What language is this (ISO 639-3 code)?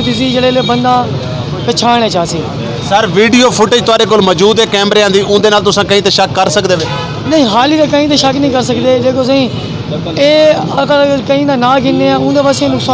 skr